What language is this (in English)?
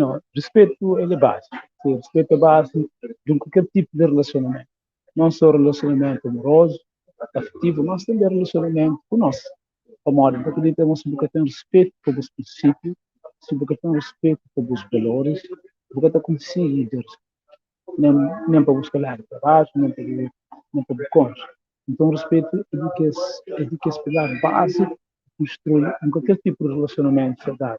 Kabuverdianu